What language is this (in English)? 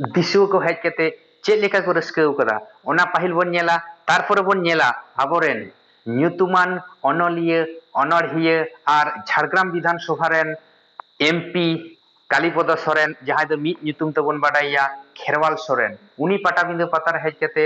Santali